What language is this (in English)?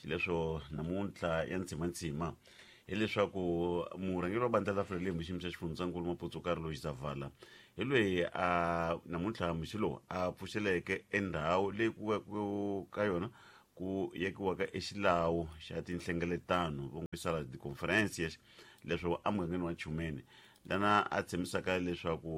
Tsonga